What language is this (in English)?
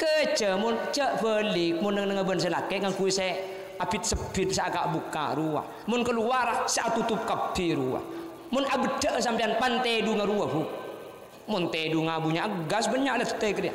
Madurese